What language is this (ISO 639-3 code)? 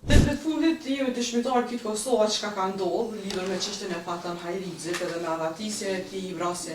sqi